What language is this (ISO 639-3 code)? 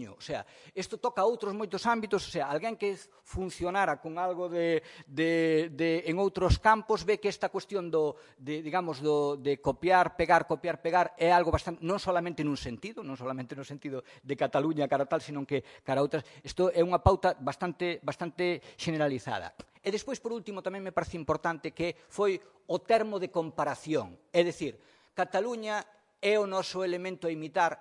glg